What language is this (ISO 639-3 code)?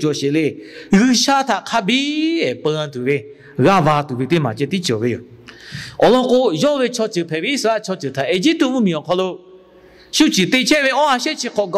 lhu